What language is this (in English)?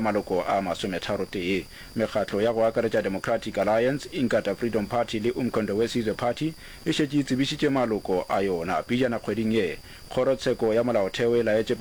Northern Sotho